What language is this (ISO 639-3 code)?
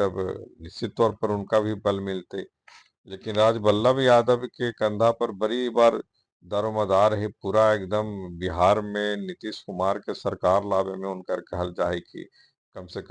mag